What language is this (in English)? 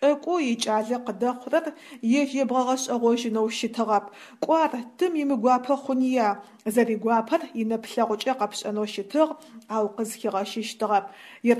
Adyghe